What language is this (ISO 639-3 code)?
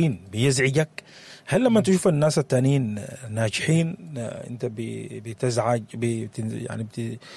apd